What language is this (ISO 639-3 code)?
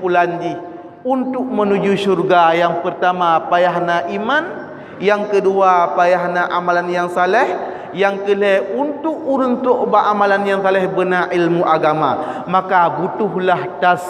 ace